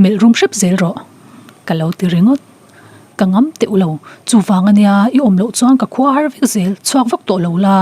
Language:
Mizo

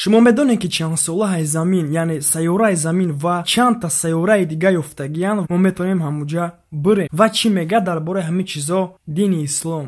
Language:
Tajik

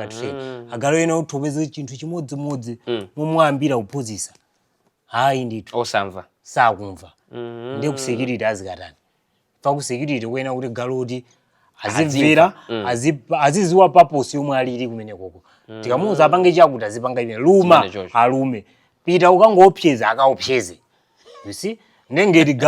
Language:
Nyanja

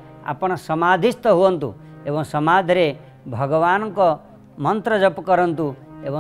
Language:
Odia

